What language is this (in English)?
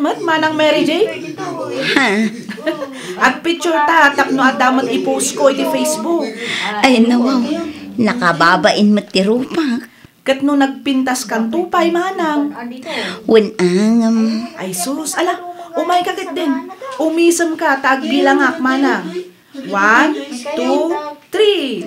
Iloko